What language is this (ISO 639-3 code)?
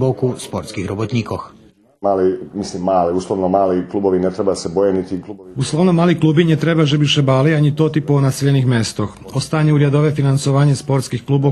rue